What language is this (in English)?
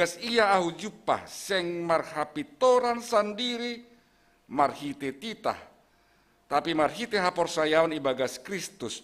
Batak Simalungun